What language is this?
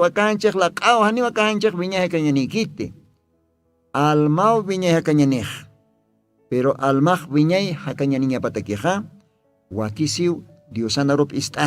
Aymara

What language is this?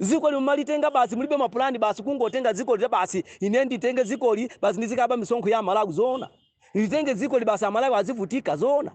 Nyanja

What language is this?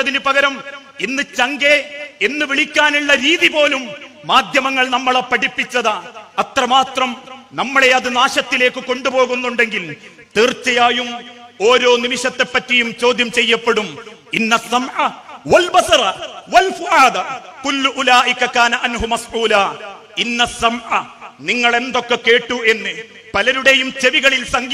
Malayalam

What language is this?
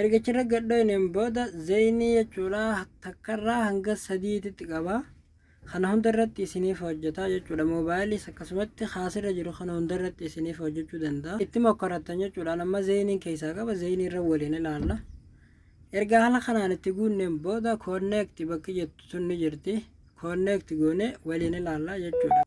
Oromo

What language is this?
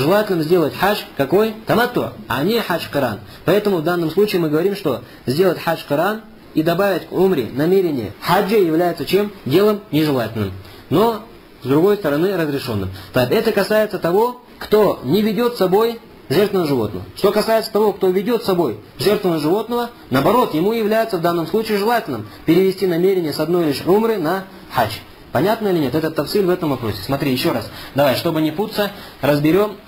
Russian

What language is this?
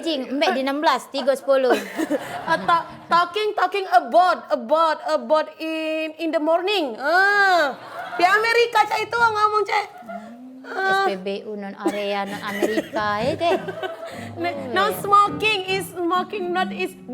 Musi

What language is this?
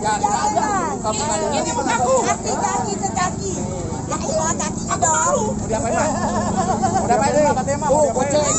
Betawi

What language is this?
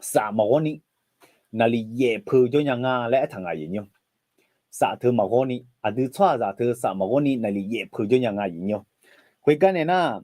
Akha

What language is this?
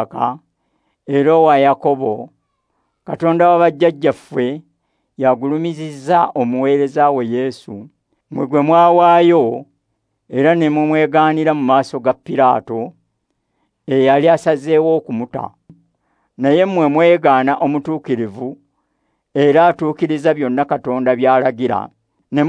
Ganda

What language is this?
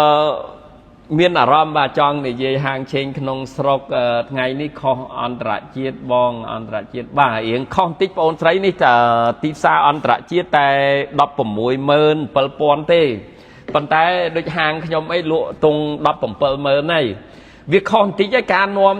Khmer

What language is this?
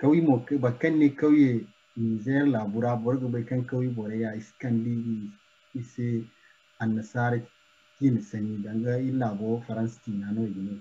Zarma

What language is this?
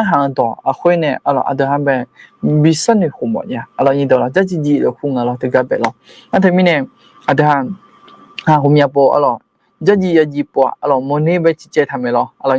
Akha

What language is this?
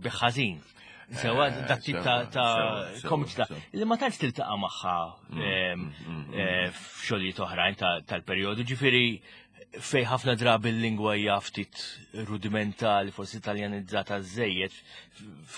Maltese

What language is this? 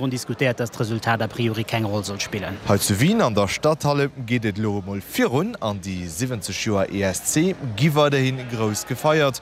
Luxembourgish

